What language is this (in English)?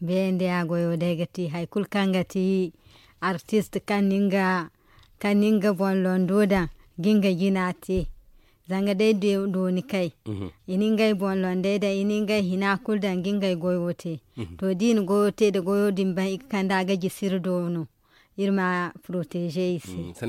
Zarma